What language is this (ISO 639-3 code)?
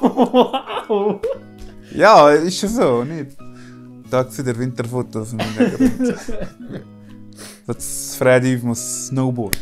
gsw